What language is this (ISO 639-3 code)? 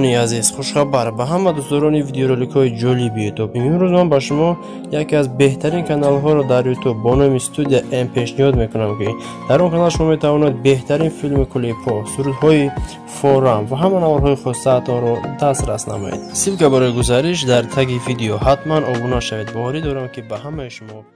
tgk